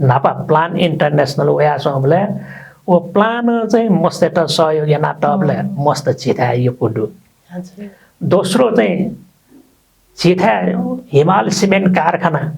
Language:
Newari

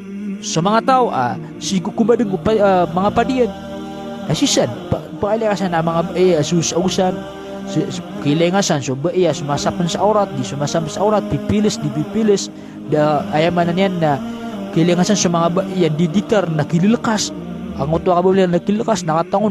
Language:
Maranao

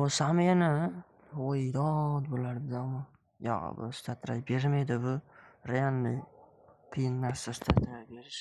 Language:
Uzbek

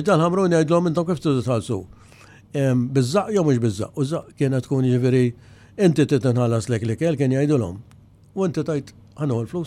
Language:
Maltese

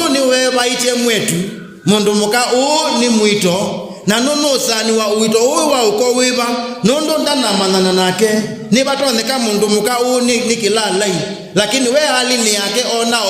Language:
Kamba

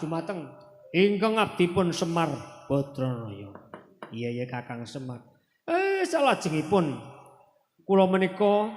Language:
Javanese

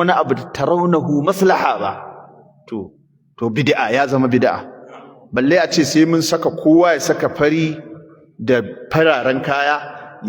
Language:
Hausa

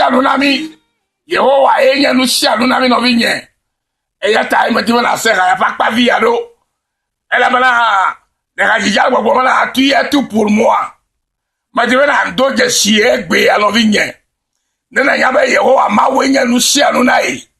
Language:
Ewe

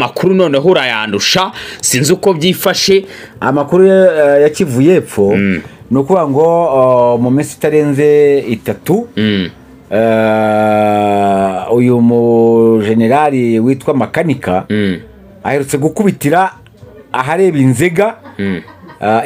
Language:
Kinyarwanda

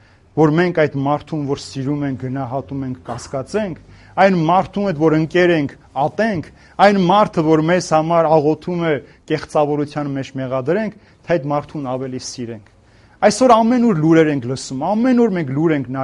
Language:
Armenian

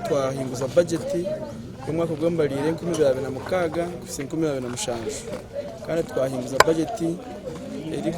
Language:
Nyankole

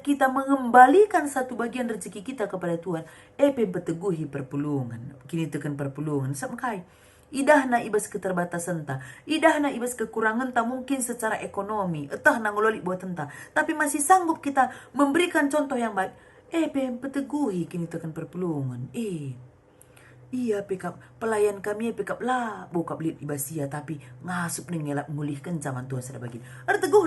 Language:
Batak Karo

